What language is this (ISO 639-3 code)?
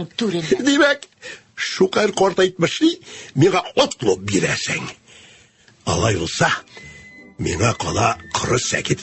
tat